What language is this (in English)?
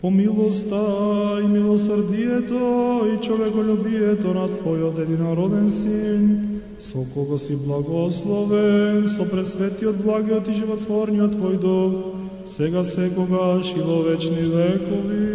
Macedonian